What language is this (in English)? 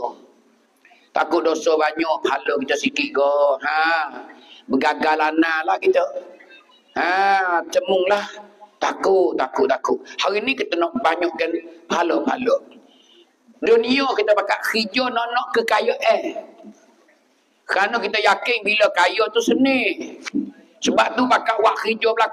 Pattani Malay